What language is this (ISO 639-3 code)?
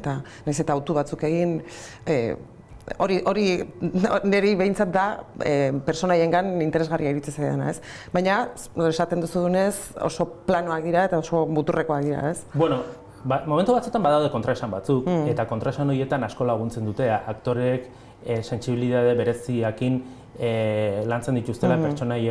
eus